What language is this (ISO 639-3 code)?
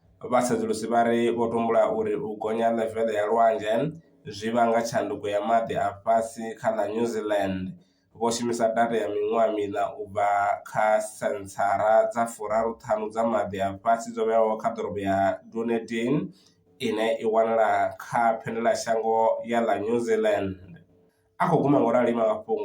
ven